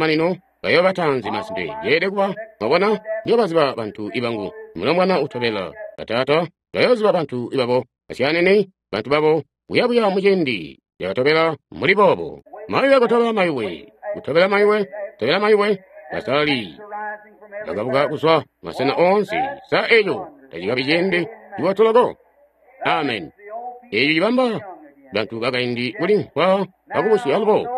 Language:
Tonga (Zambia)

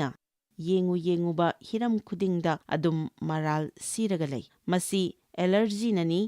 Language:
Manipuri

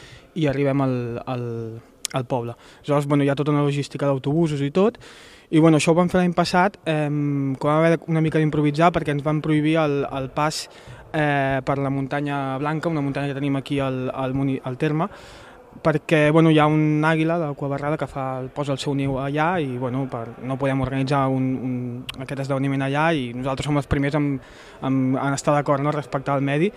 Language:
Catalan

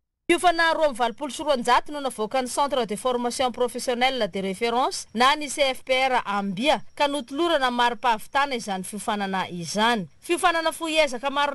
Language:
Malagasy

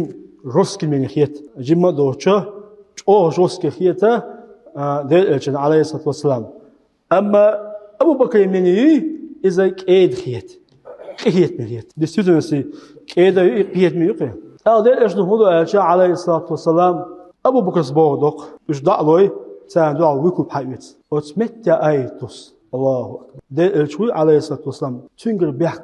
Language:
Chechen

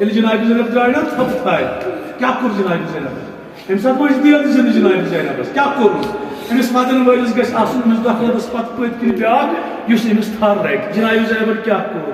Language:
Kashmiri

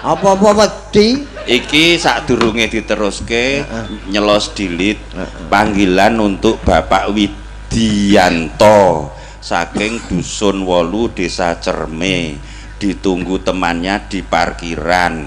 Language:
Javanese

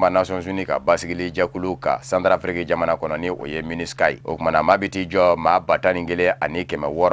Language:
Bambara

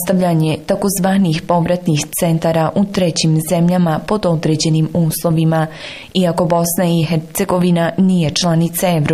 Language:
Bosnian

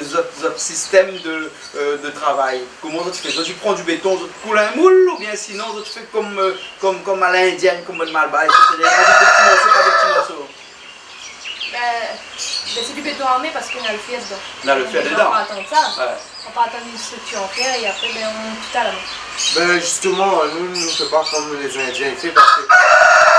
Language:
Réunion Creole French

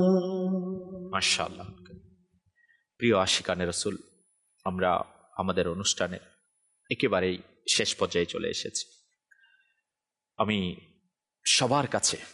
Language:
Bangla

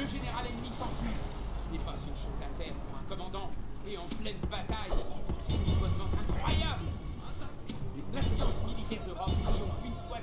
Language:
French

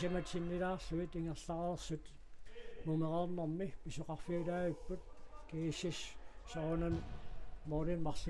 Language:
Kalaallisut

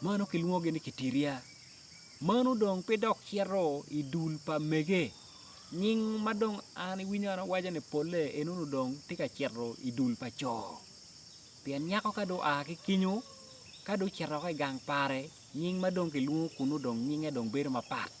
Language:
Acoli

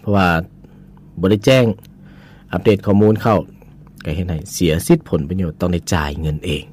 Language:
Lao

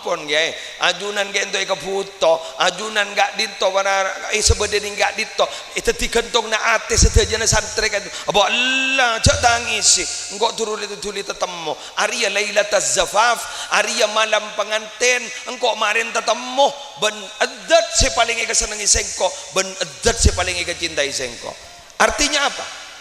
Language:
Madurese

